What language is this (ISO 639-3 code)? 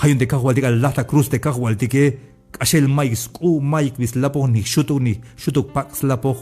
tzh